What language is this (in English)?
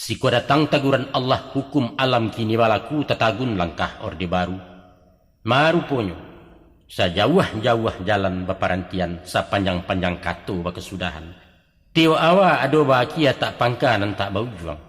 Minangkabau